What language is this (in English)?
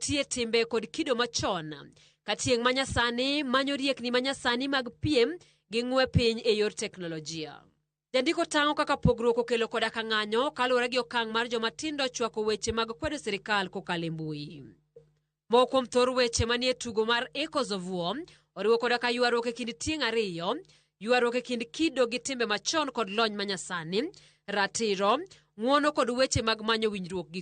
Luo (Kenya and Tanzania)